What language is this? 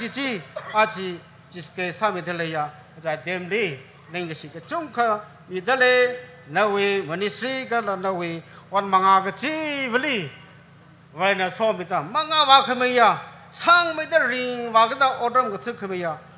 Tangkhul Naga (India)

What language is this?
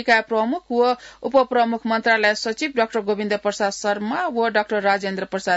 Newari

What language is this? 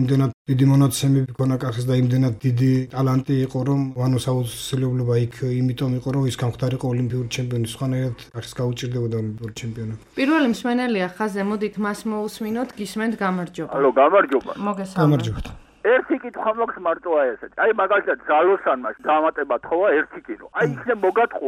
Georgian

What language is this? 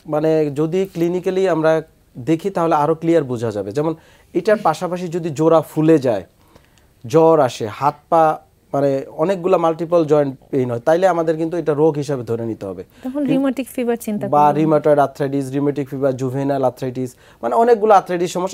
Bangla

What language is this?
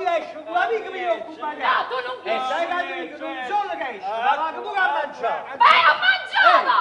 Neapolitan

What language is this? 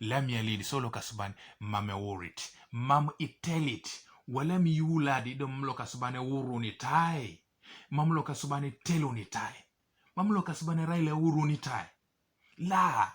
Teso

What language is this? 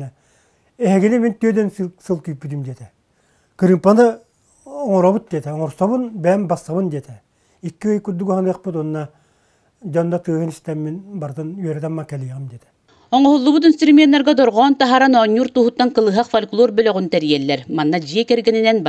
Yakut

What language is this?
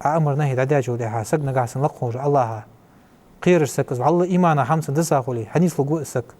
Ingush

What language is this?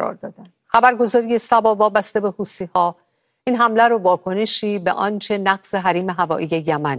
Persian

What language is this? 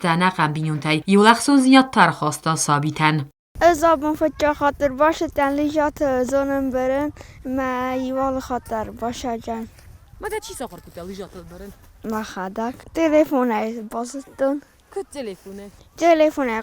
Ossetic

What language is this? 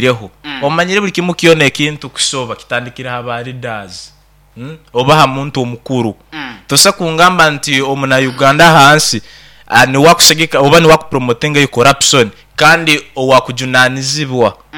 Nyankole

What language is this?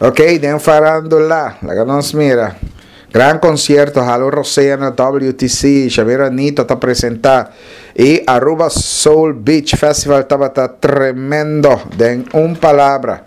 Papiamento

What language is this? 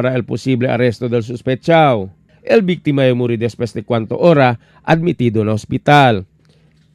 Chavacano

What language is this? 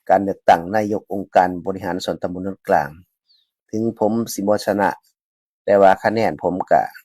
Lao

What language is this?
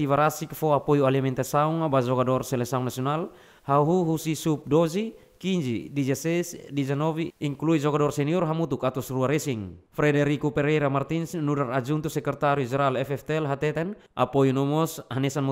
Tetum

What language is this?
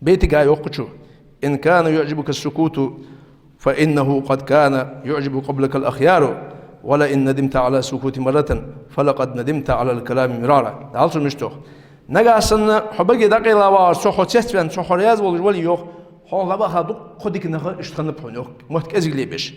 Ingush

